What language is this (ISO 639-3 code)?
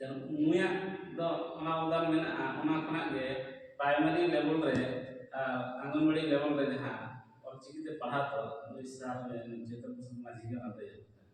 sat